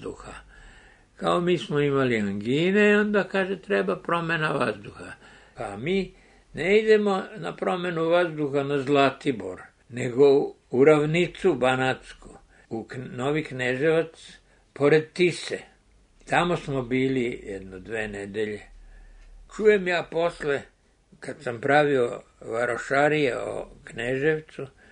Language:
Serbian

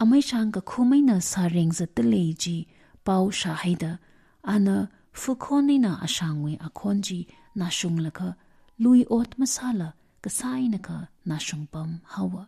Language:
Tangkhul Naga (India)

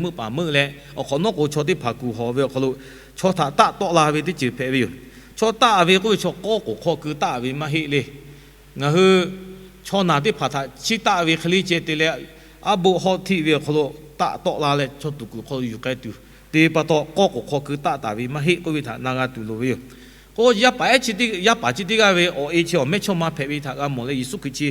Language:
Lahu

